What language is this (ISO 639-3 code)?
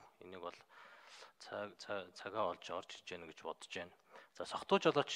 mon